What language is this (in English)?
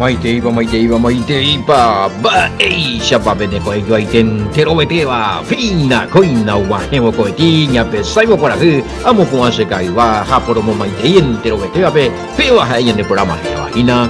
Guarani